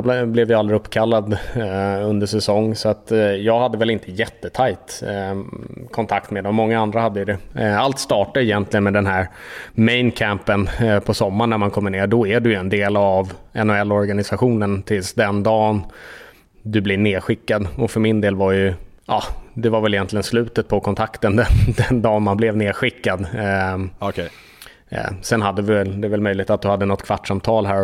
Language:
Swedish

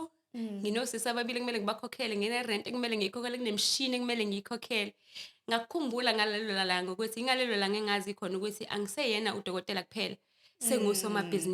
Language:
Zulu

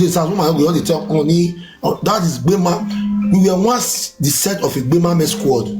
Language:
Nigerian Pidgin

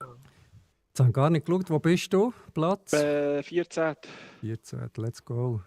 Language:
Swiss German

